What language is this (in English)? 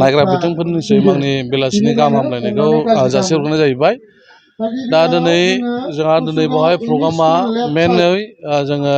Bodo